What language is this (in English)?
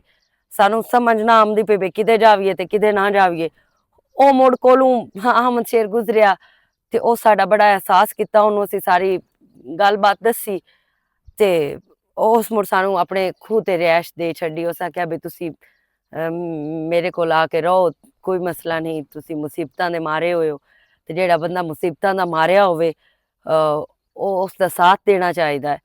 Western Panjabi